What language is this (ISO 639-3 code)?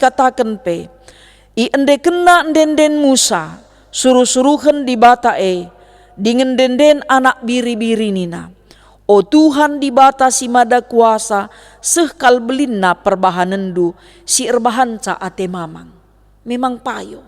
btx